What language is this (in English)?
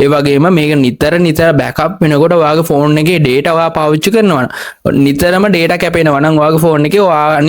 Sinhala